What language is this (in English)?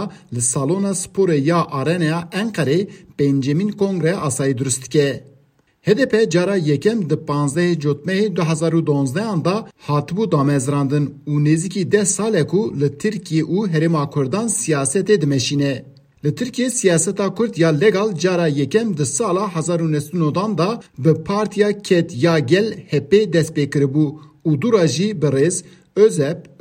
Kurdish